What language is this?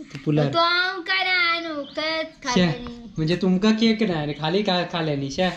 Konkani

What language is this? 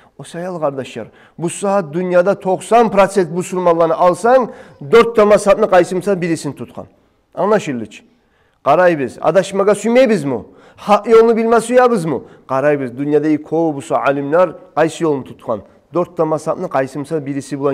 Kumyk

